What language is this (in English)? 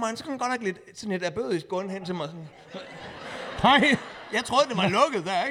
Danish